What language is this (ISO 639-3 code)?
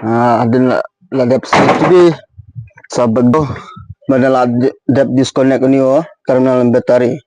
kha